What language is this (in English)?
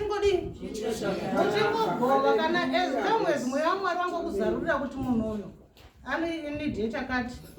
Shona